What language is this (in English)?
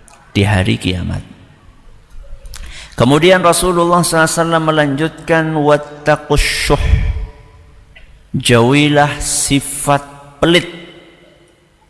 Indonesian